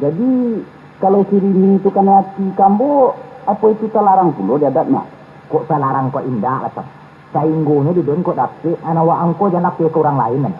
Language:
Minangkabau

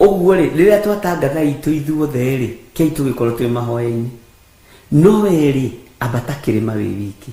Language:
Kikuyu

